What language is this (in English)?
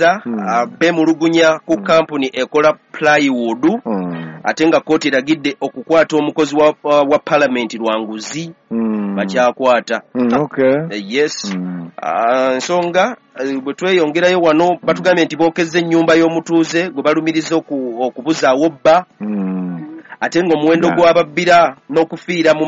Ganda